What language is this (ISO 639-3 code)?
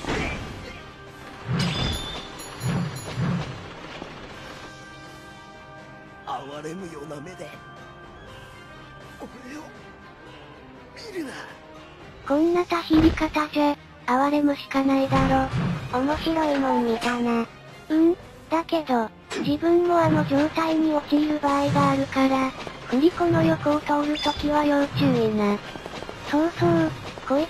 jpn